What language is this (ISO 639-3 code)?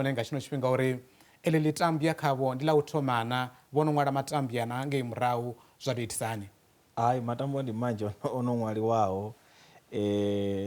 ven